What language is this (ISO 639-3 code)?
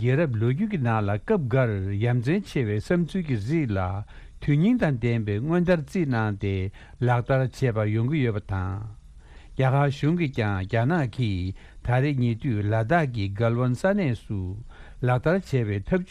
bod